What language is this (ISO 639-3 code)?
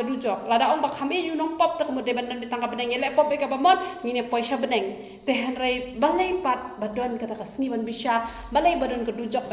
kha